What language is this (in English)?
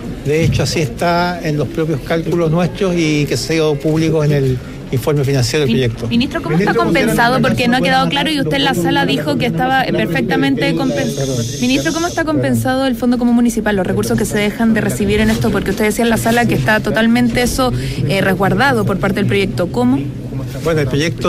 Spanish